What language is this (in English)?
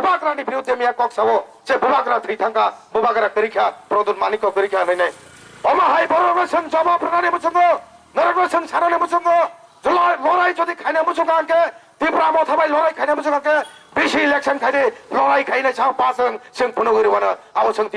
Kok Borok